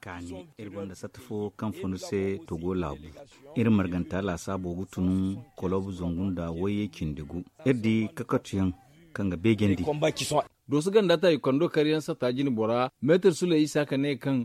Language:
Zarma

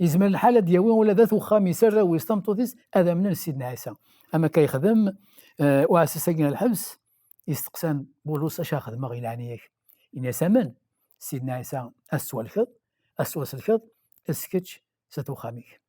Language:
Kabyle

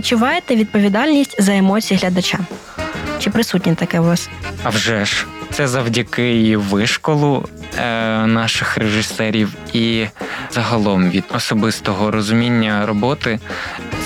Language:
Ukrainian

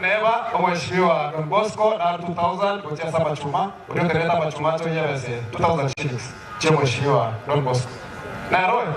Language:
Gusii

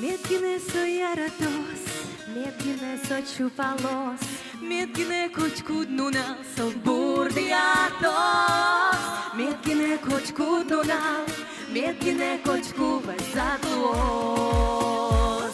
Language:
Udmurt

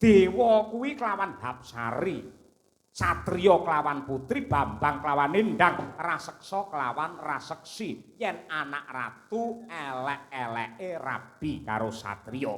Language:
Javanese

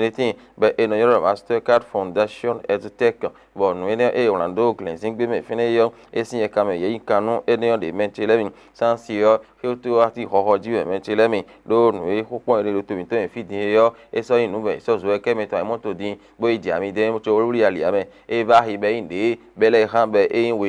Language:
Fon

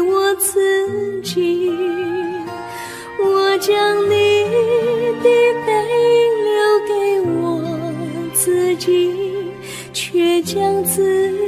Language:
Chinese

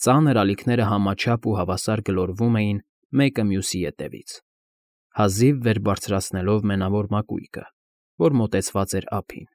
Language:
Armenian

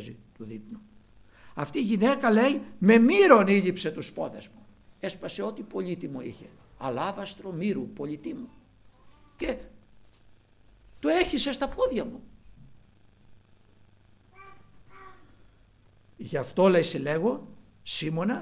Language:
Greek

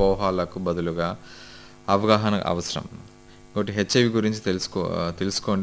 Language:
Telugu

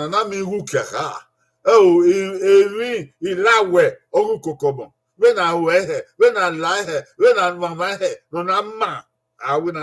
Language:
Bini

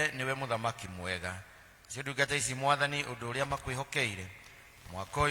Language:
Kikuyu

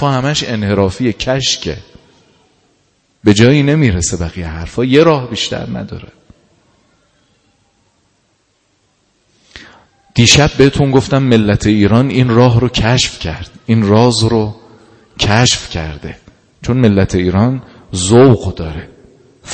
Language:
Persian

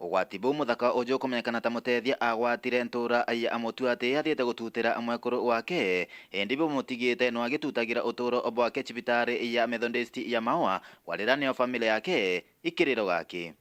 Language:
Meru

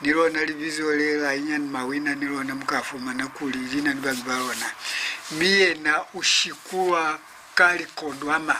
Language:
Lozi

